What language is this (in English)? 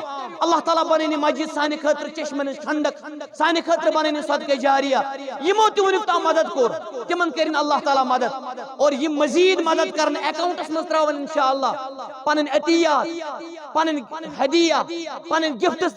Kashmiri